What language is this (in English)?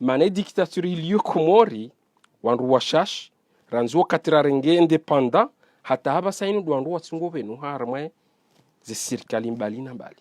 Ngazidja Comorian